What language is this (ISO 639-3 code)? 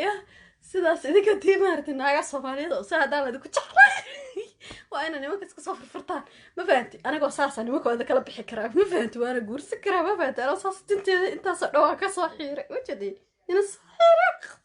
som